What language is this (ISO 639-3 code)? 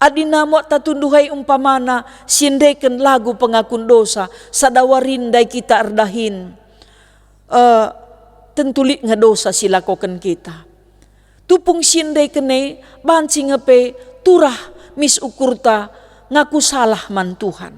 btx